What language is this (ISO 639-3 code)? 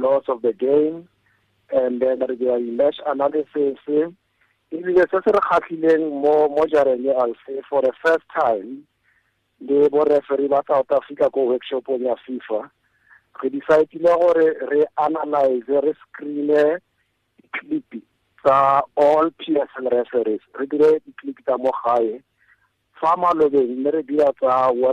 tsn